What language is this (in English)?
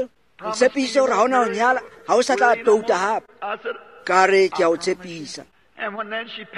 Tswana